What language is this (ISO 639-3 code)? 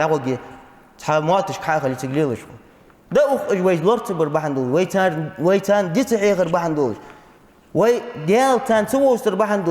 inh